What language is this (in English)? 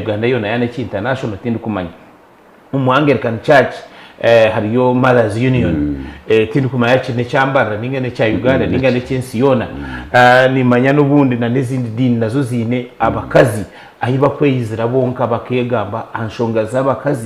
Nyankole